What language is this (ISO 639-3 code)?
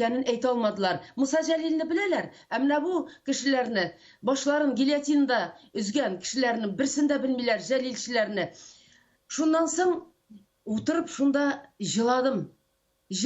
tat